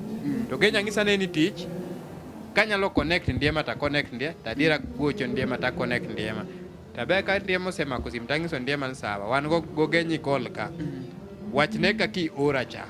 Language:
Luo (Kenya and Tanzania)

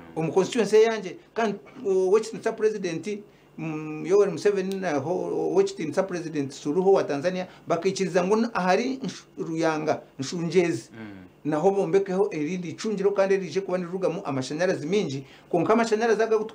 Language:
Nyankole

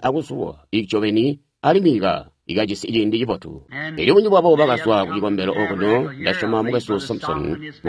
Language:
Tonga (Zambia)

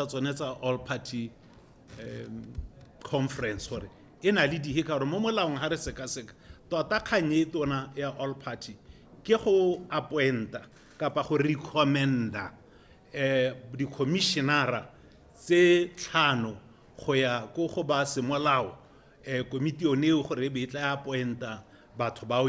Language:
Tswana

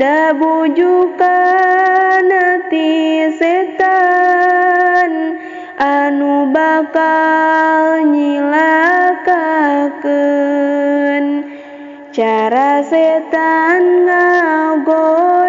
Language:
Sundanese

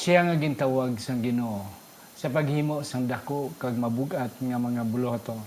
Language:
Hiligaynon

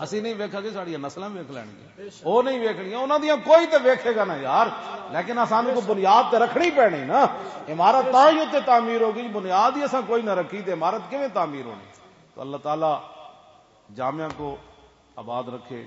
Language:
Western Panjabi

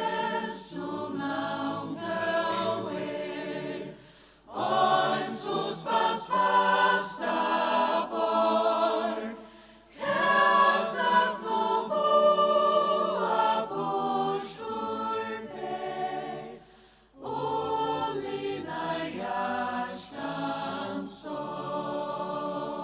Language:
Faroese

